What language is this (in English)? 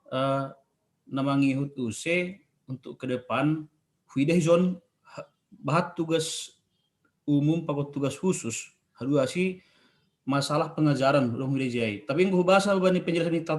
Batak Simalungun